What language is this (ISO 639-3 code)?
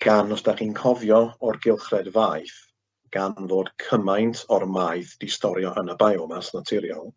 cym